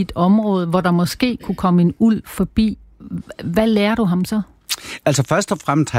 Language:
Danish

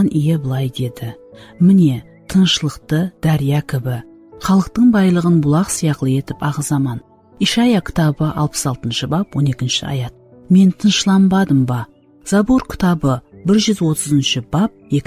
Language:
Kara-Kalpak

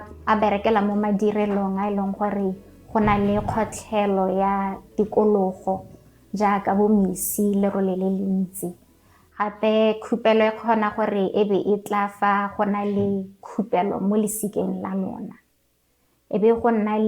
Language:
Tswana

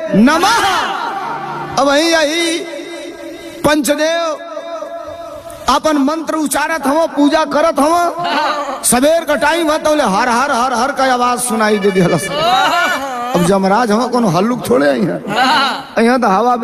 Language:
Bhojpuri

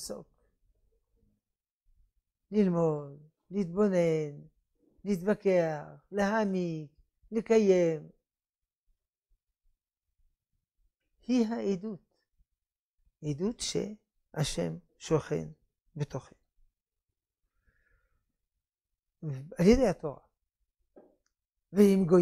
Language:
Hebrew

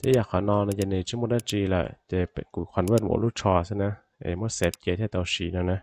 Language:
Hmong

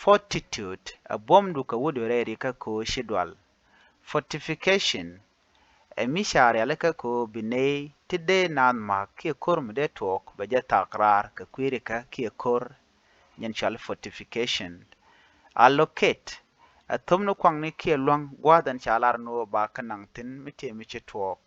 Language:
Nuer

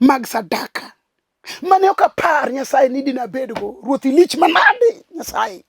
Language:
Luo (Kenya and Tanzania)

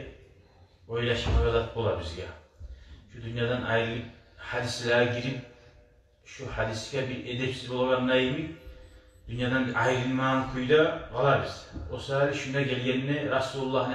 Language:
Kumyk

